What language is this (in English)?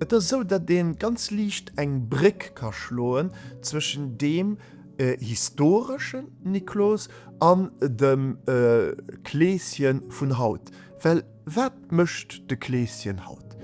Luxembourgish